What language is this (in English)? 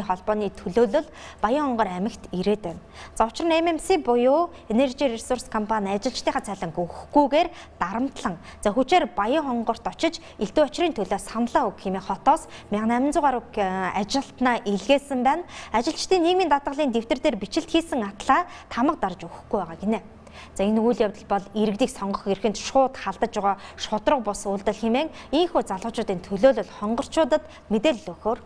Mongolian